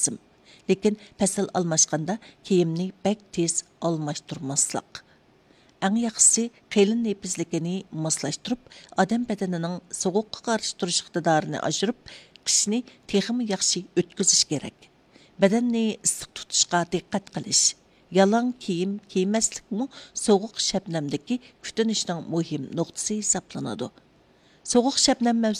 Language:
Uyghur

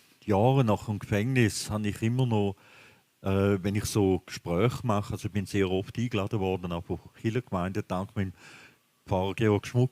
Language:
Swiss German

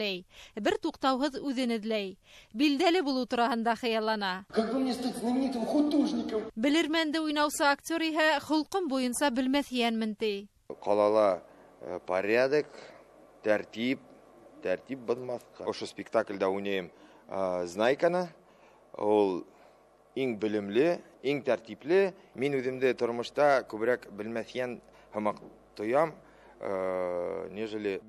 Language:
Bashkir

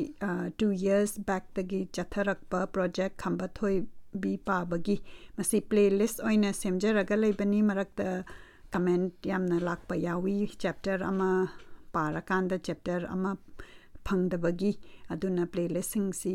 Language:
Manipuri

